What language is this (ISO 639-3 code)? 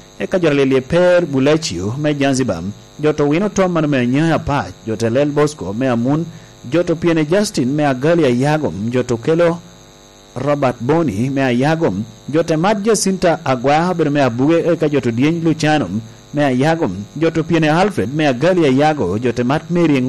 laj